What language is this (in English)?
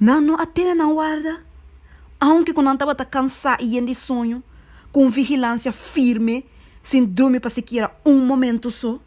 Papiamento